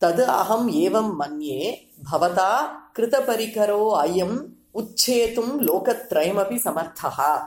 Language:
Sanskrit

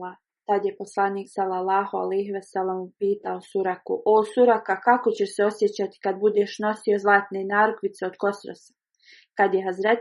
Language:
Bosnian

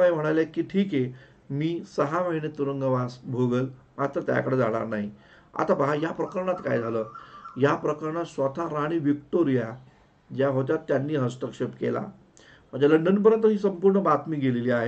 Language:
Marathi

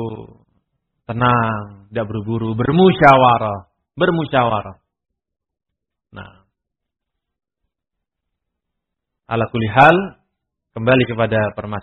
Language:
Indonesian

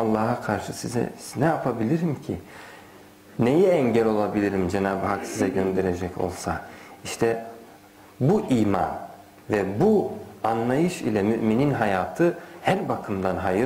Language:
Turkish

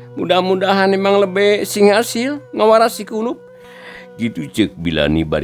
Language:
Sundanese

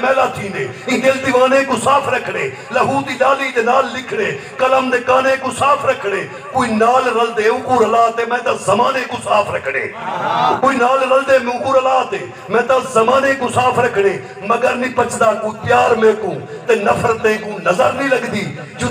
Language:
Saraiki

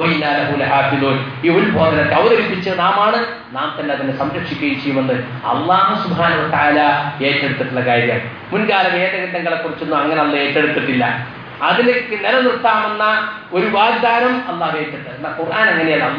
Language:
Malayalam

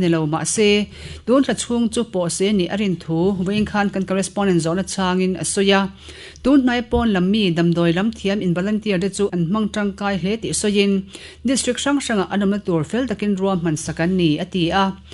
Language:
Mizo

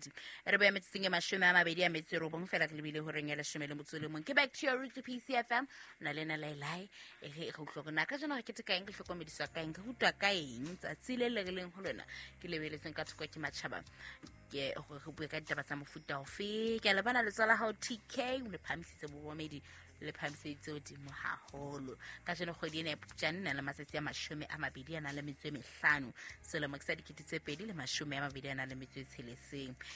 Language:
Southern Sotho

